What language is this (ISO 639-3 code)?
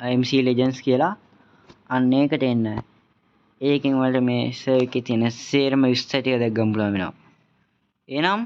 sin